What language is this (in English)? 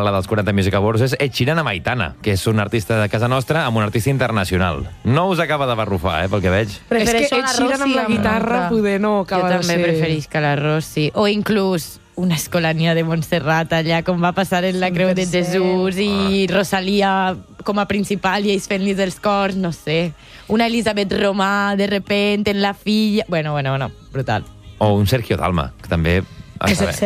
Catalan